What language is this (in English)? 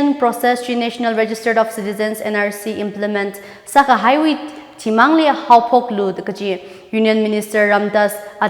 Tangkhul Naga (India)